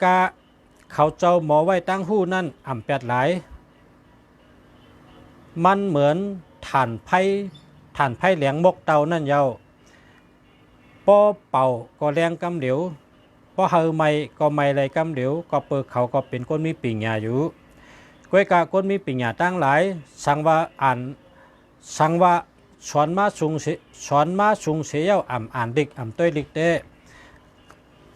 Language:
Shan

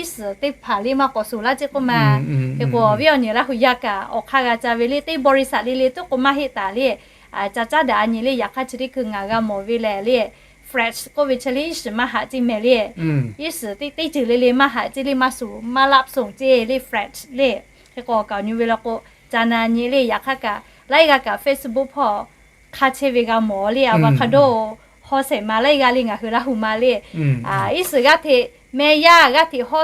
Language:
Lahu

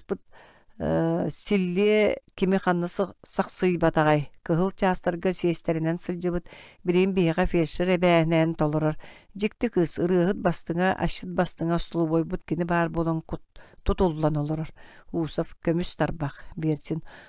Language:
Yakut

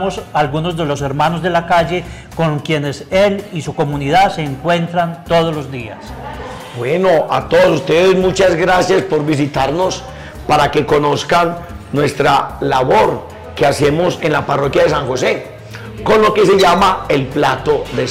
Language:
Spanish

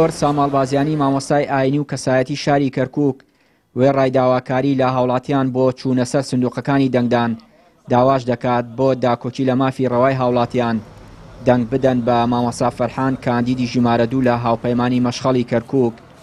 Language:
Central Kurdish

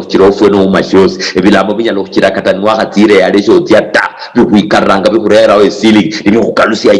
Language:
Luyia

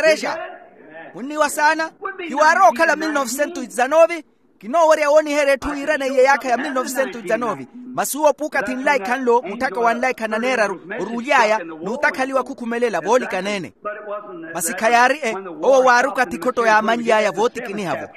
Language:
Makhuwa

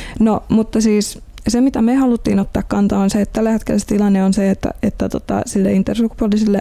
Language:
Finnish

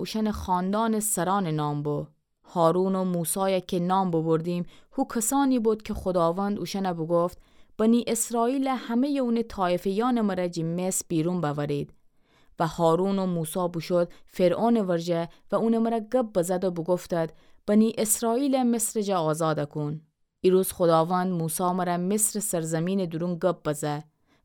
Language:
Gilaki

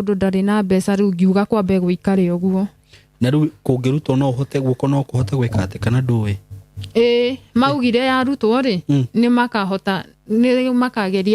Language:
Kikuyu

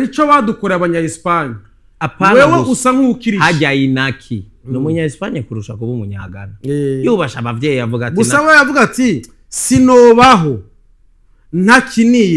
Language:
Rundi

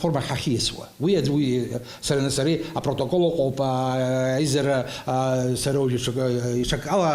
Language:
Abkhazian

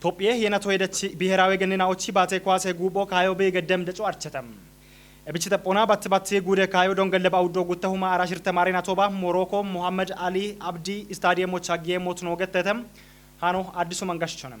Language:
Kafa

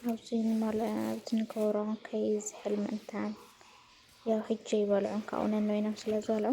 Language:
Tigrinya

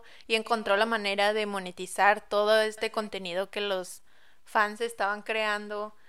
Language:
Spanish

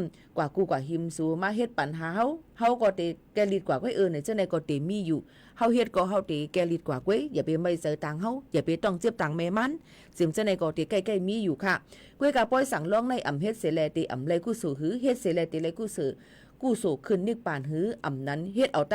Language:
Shan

